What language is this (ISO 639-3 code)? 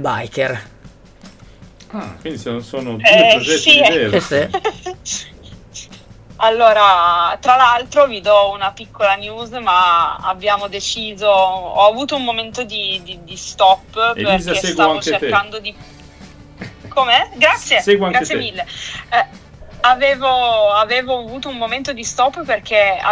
ita